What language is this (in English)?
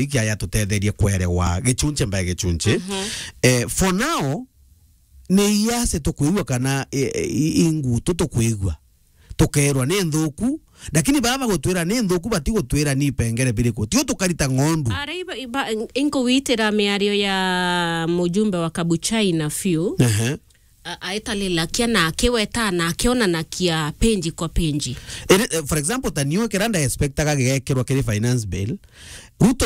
Meru